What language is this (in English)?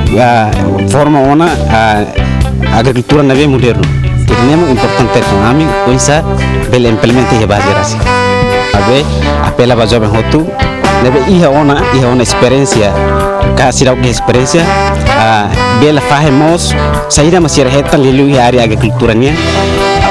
Tetum